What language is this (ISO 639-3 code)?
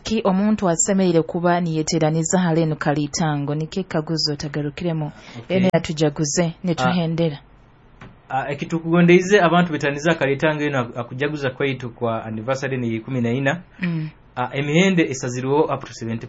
nyo